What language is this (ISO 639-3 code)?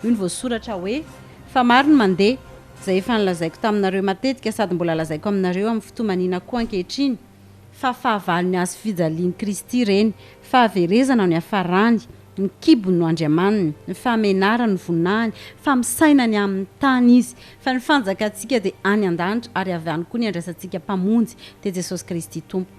mlg